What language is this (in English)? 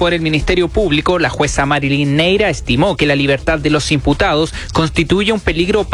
Spanish